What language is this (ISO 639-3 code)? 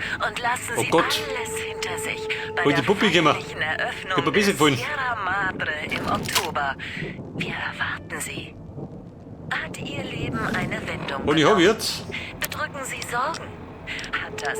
bar